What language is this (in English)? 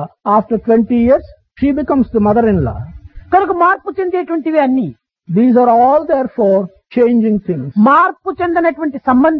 Telugu